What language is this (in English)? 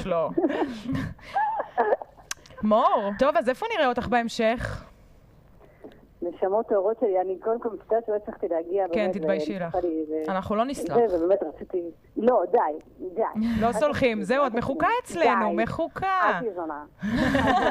Hebrew